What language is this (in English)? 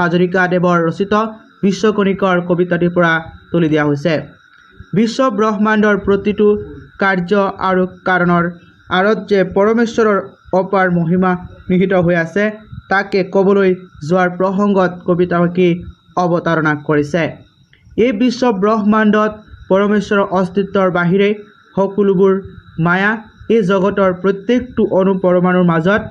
Assamese